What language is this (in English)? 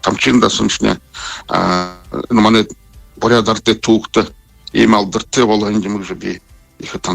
Buriat